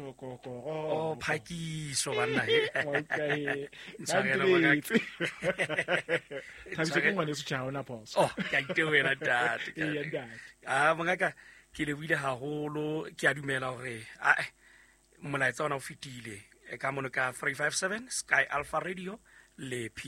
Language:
Southern Sotho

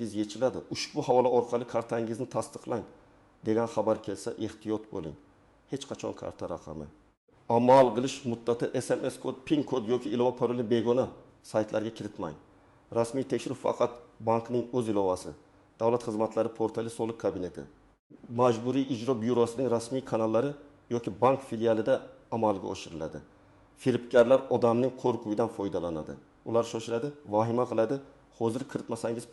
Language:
Uzbek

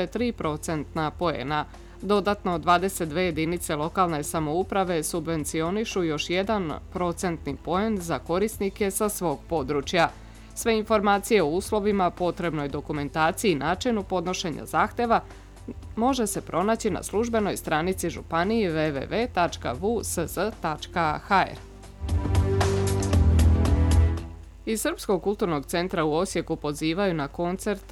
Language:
Serbian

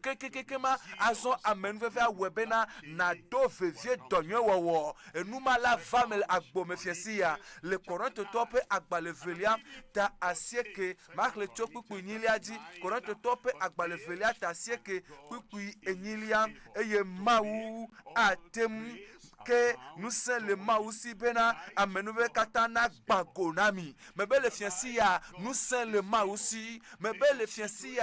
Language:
Ewe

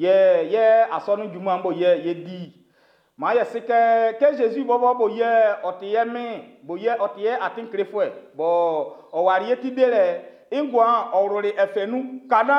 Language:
Baoulé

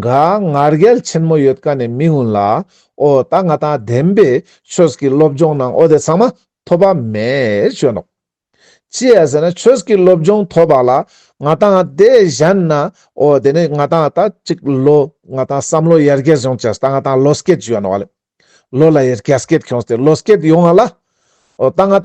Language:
Ladakhi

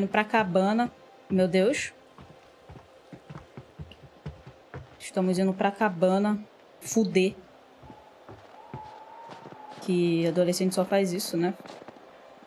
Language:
Portuguese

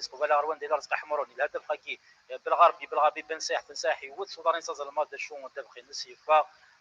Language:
Kabyle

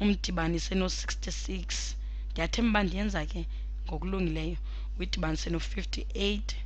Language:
Xhosa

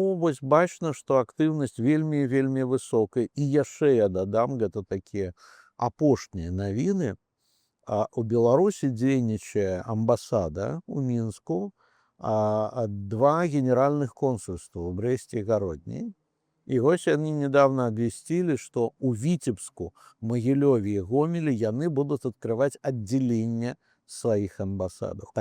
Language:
Belarusian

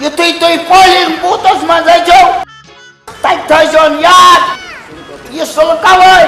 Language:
Kashmiri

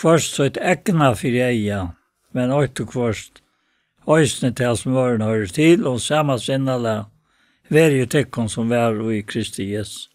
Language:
Faroese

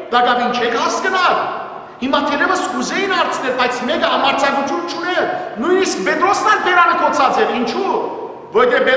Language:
Western Armenian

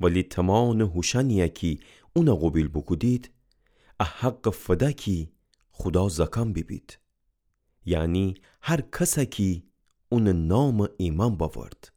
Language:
Gilaki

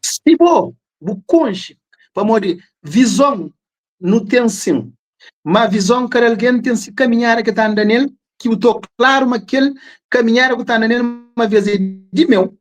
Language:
Kabuverdianu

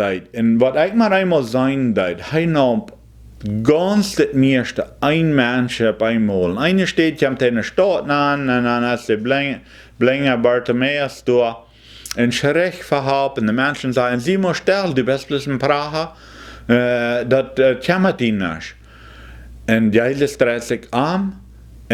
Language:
Plautdietsch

